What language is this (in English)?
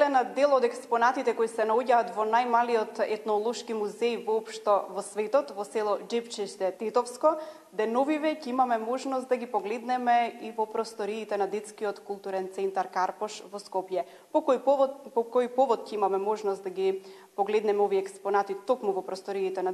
Macedonian